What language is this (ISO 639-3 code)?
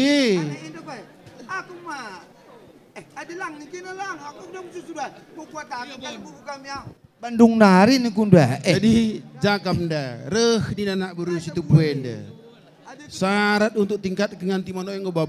btx